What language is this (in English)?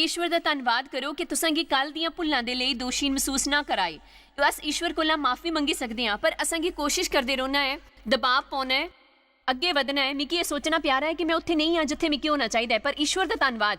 Dogri